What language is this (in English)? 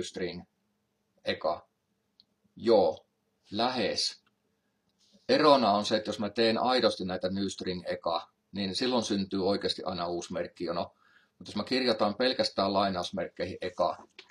Finnish